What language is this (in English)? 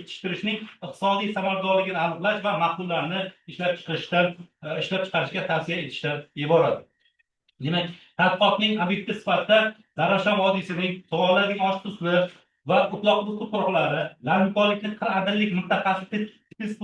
Uzbek